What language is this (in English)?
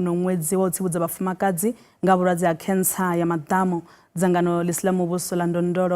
Venda